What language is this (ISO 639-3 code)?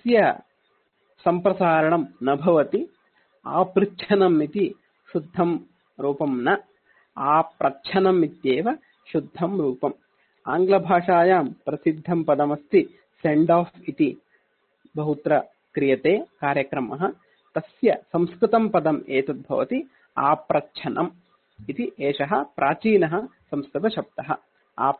san